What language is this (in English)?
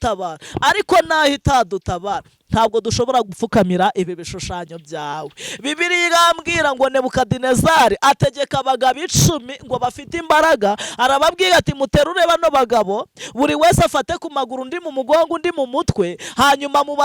Kinyarwanda